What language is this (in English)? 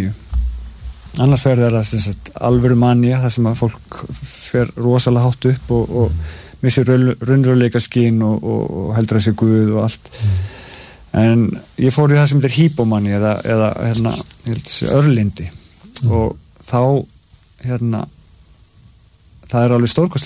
Icelandic